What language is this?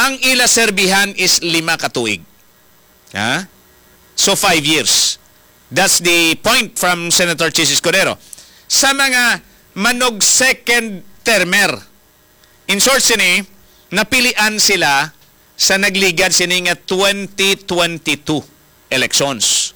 Hiligaynon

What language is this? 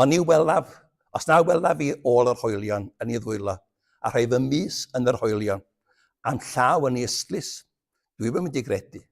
Welsh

